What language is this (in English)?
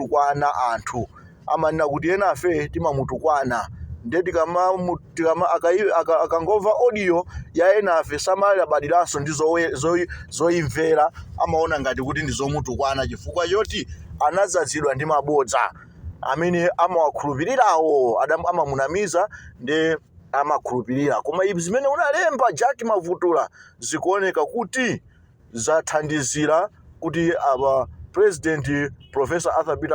Nyanja